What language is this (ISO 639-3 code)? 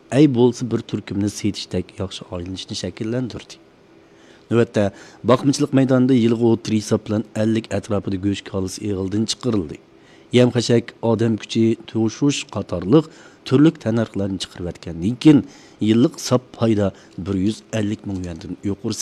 uig